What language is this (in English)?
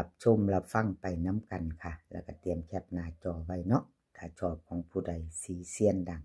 Northeastern Thai